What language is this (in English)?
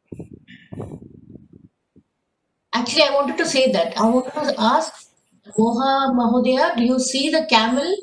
English